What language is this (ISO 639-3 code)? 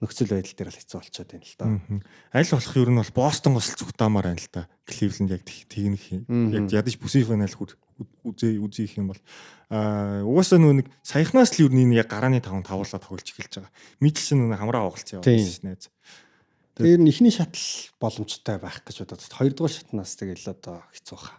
mon